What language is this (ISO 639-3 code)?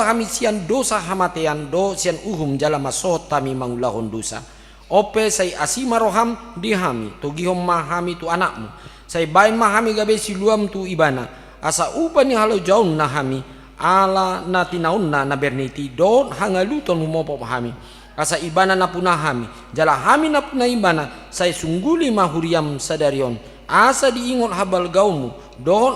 bbc